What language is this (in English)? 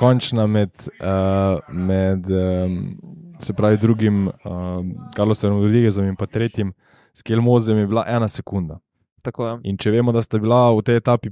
Slovenian